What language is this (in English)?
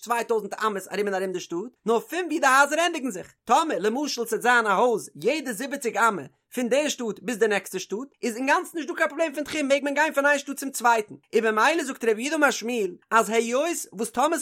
Yiddish